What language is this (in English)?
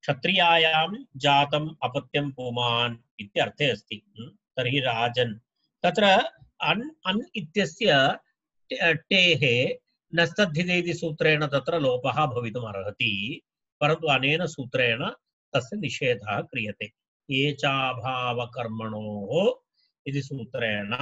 Sanskrit